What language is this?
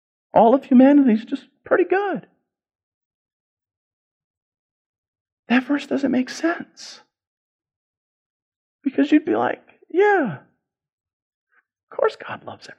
English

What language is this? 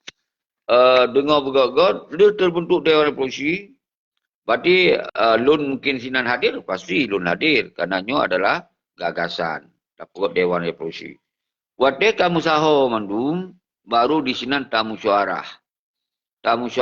Achinese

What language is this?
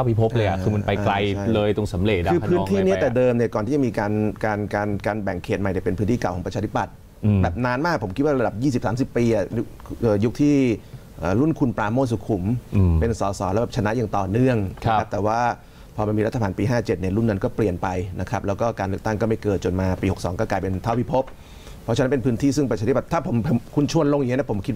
Thai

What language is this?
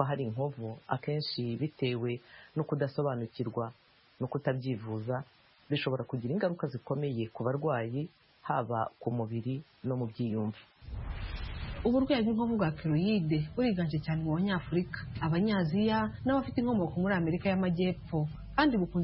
Kinyarwanda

